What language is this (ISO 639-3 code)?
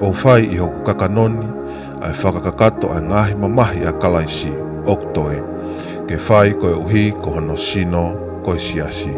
ton